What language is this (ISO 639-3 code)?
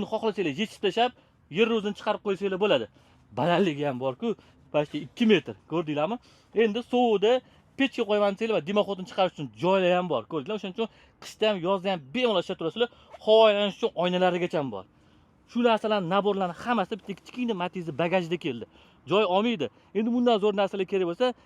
uzb